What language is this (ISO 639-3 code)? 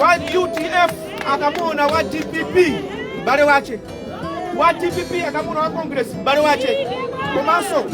nya